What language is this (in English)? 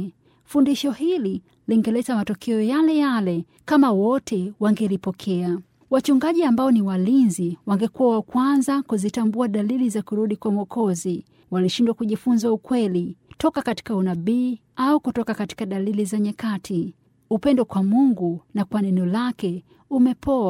Swahili